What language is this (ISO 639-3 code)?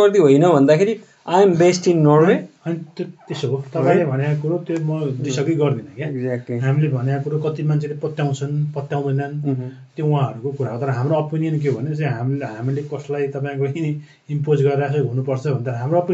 nep